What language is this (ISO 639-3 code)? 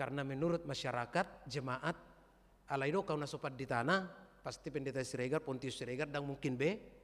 bbc